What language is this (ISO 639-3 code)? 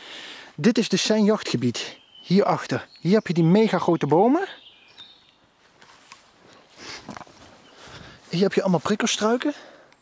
nld